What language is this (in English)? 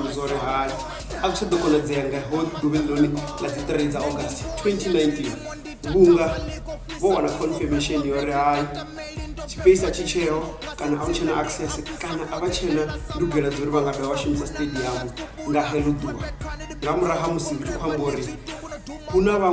Venda